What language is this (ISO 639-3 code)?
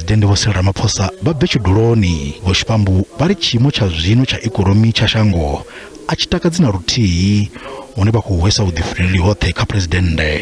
ven